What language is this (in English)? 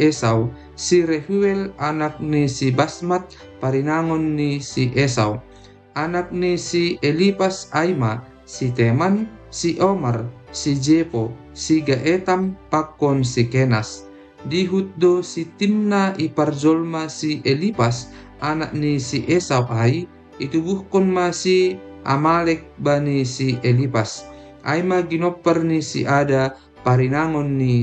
Batak Simalungun